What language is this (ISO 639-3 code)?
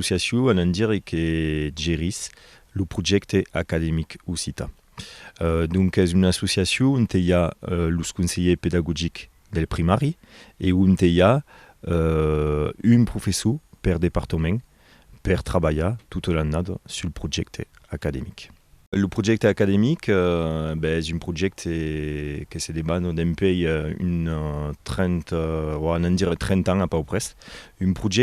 oci